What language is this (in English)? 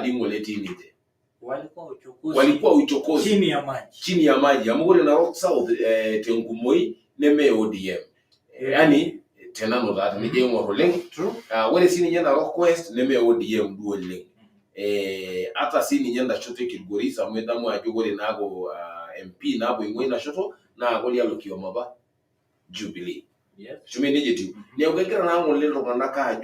Masai